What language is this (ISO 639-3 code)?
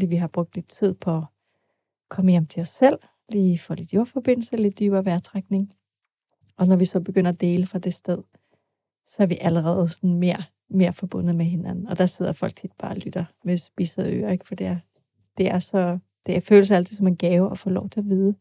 dan